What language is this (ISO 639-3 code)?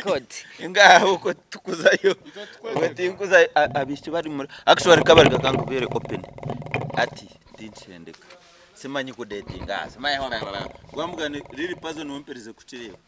nyn